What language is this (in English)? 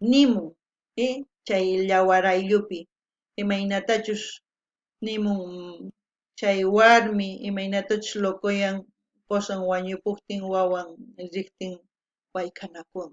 South Bolivian Quechua